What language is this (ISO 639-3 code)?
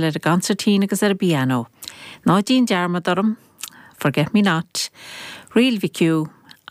gle